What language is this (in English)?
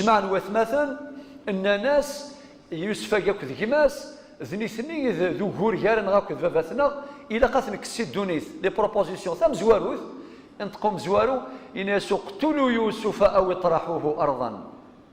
Kabyle